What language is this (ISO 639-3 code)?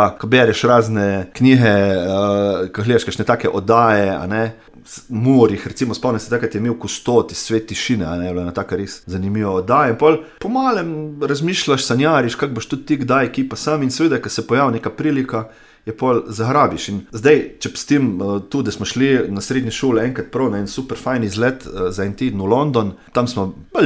slv